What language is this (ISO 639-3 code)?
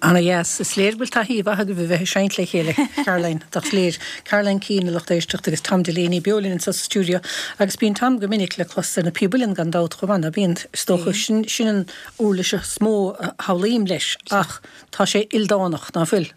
gle